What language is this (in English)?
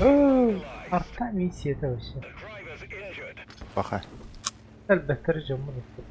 Yakut